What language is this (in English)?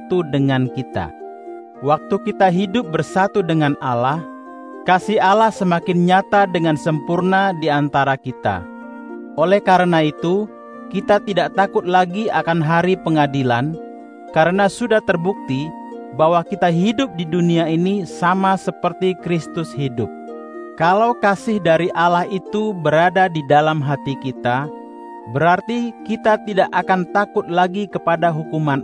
Indonesian